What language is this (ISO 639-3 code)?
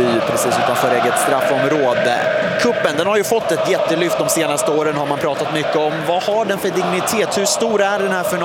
swe